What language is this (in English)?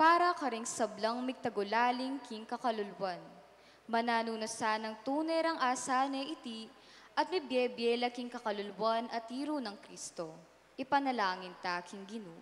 Pampanga